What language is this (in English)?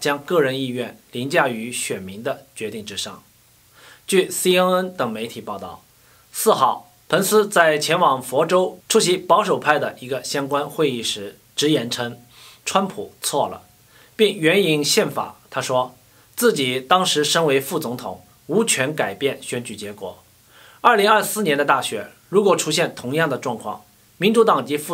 Chinese